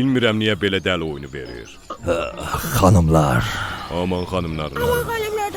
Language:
South Azerbaijani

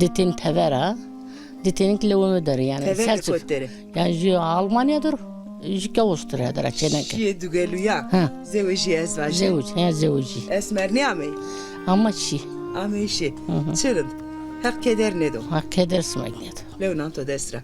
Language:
Zaza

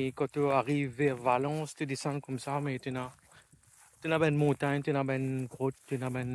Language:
Morisyen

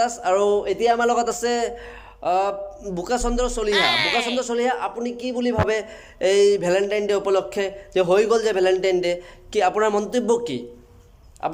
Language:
Assamese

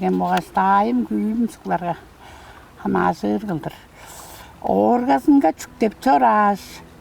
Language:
Tuvinian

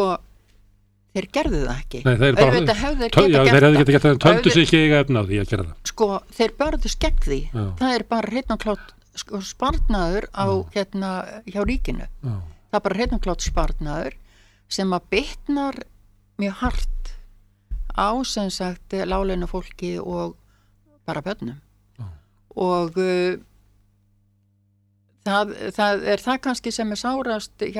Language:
Icelandic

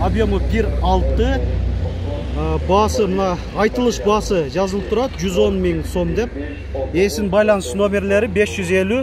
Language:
Kyrgyz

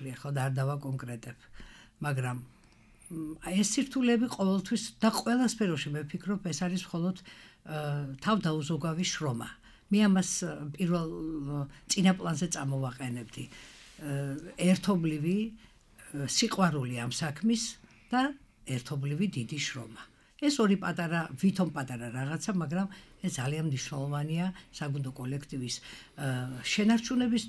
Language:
Georgian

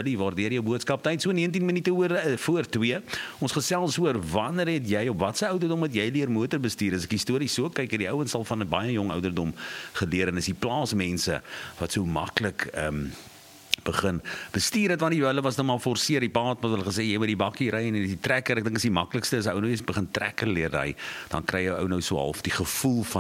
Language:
Afrikaans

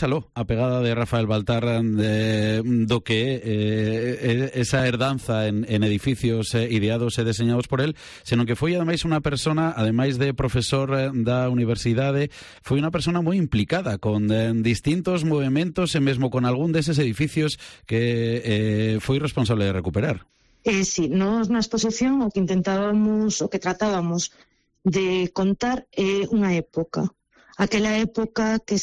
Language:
Galician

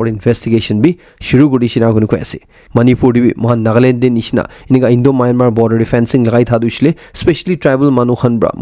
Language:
Naga Pidgin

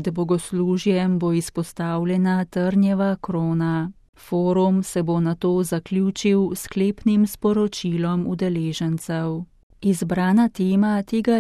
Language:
Slovenian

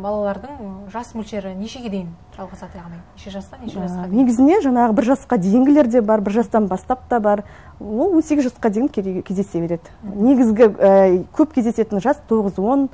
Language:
Kazakh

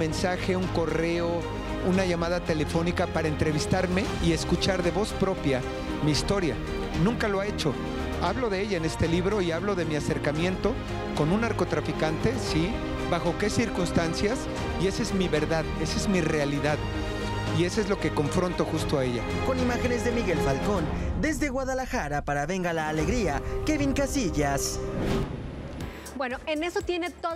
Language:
Spanish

